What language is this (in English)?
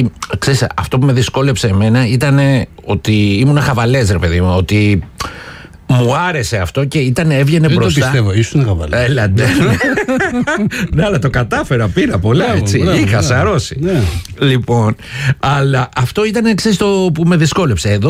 Greek